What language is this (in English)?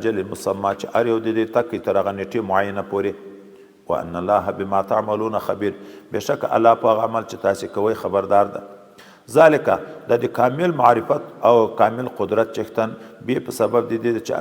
Pashto